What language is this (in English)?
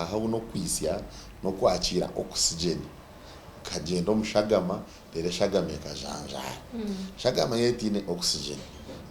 Nyankole